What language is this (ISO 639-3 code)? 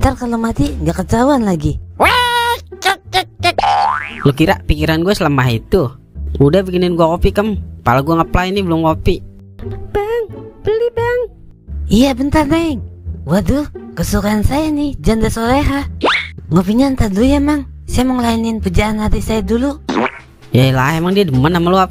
bew